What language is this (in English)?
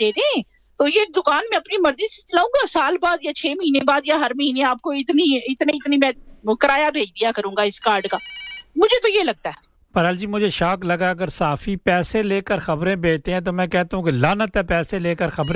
Urdu